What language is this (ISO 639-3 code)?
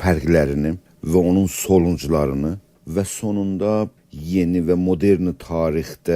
azb